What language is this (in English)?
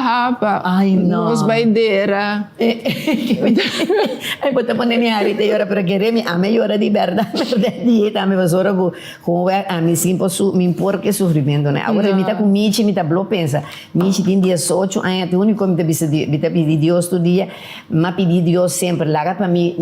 Papiamento